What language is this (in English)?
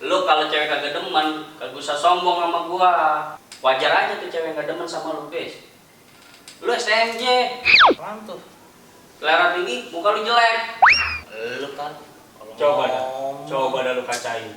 Betawi